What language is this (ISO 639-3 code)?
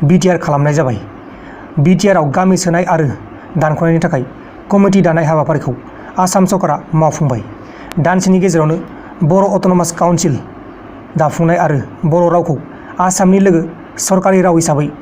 brx